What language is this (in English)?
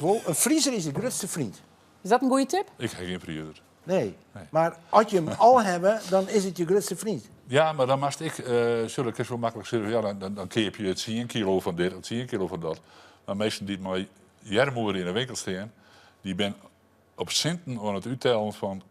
Western Frisian